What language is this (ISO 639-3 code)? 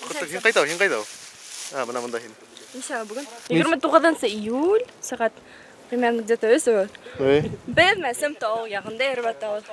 bak